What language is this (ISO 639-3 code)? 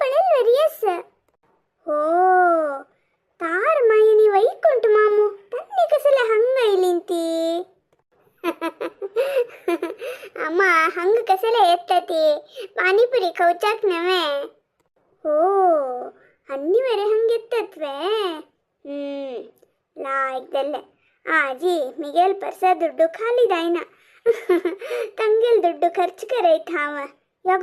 kok